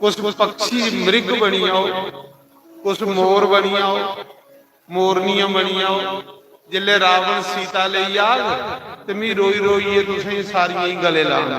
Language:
Dogri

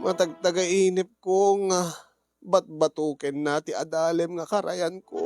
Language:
Iloko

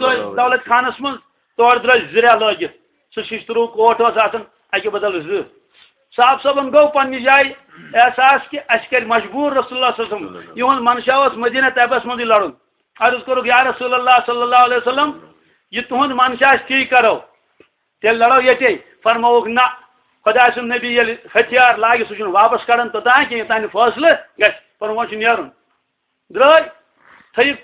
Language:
Kashmiri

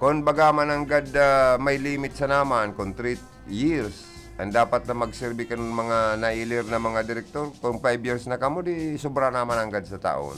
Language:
Bikol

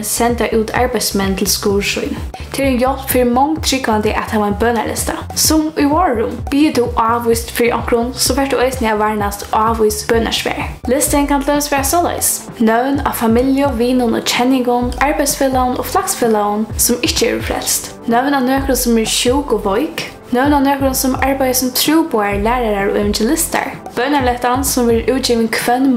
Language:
Faroese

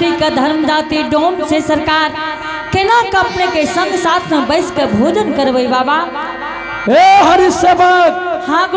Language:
Angika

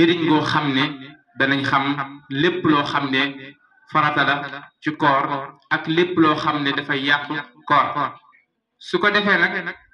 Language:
Wolof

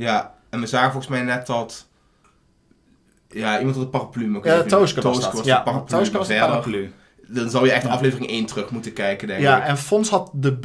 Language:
Dutch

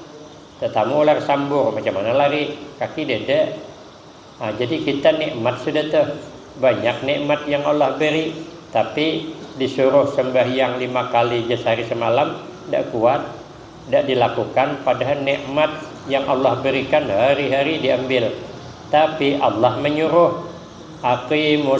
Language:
Banjar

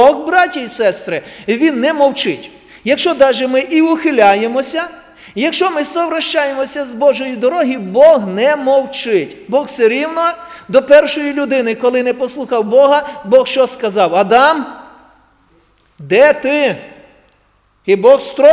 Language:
Ukrainian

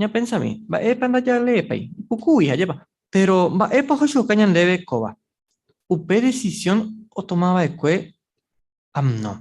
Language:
Guarani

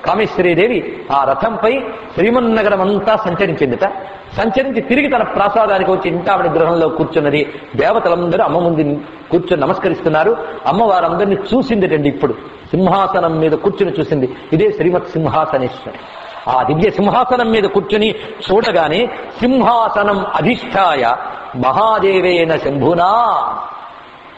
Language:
Telugu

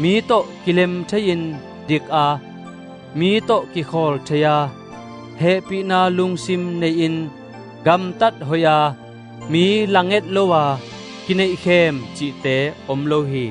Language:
Tedim Chin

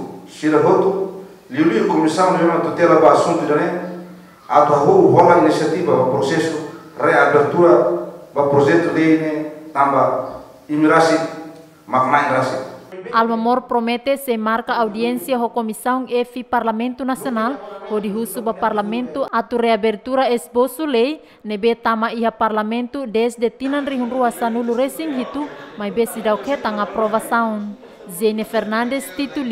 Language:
Tetum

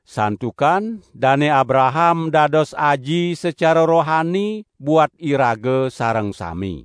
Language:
Balinese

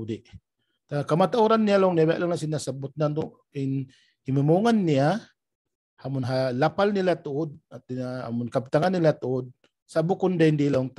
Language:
Tausug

